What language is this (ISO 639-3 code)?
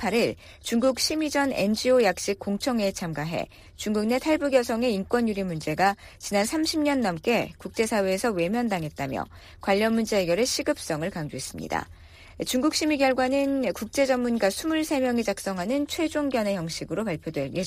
kor